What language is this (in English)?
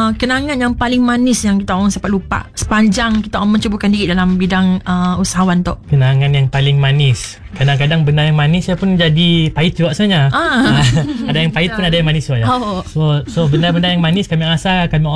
Malay